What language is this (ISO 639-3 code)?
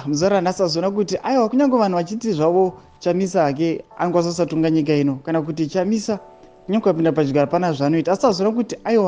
sna